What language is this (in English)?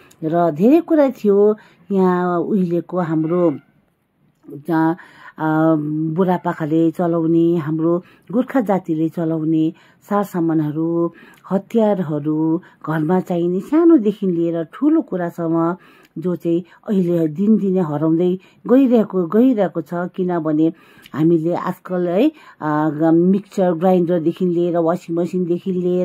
Nepali